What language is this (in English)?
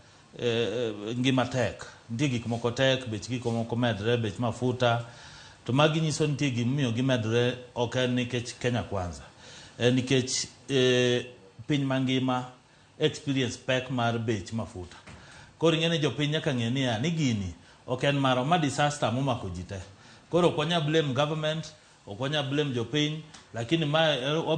Luo (Kenya and Tanzania)